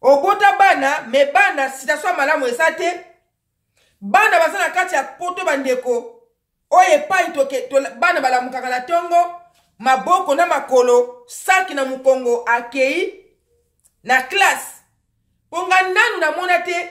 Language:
Lingala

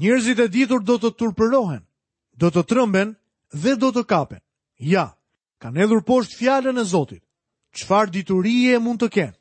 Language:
Albanian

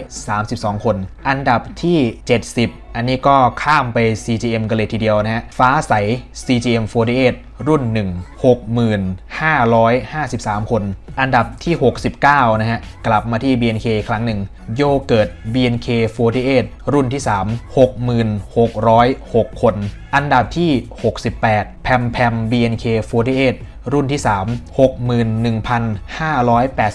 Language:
Thai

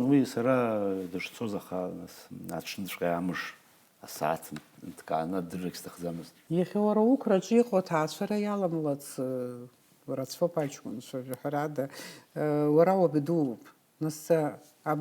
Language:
Abkhazian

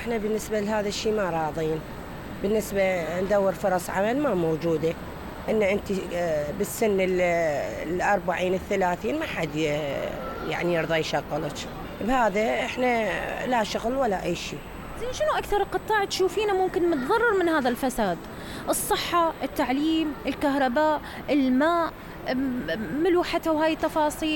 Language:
Mesopotamian Arabic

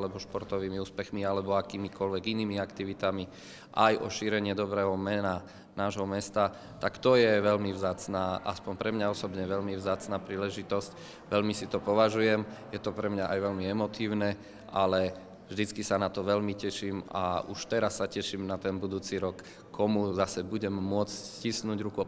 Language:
Slovak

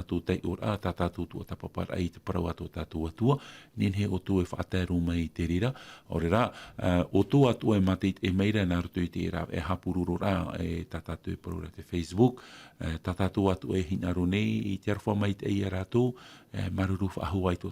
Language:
Tahitian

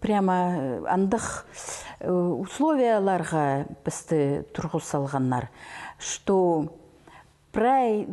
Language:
Khakas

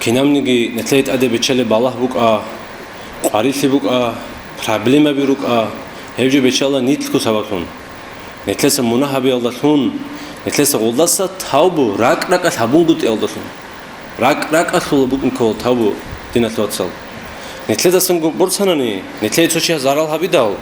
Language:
Avaric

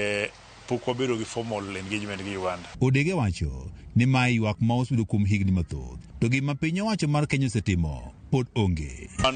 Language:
Luo (Kenya and Tanzania)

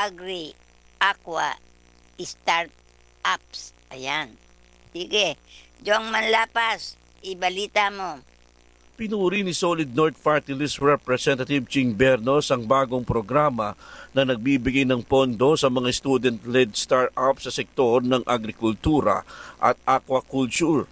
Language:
Filipino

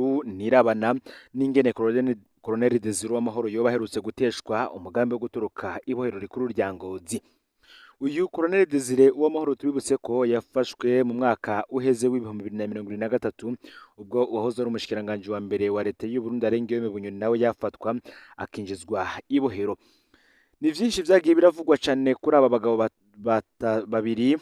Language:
Rundi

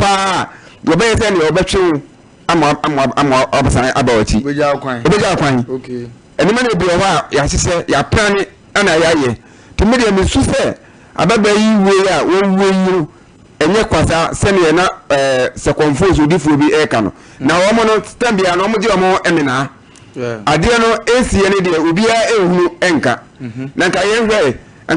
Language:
Akan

